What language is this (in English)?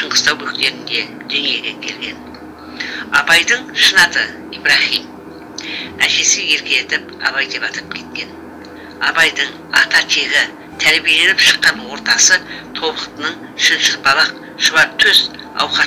Kazakh